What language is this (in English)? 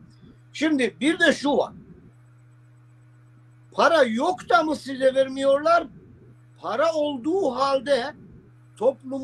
Turkish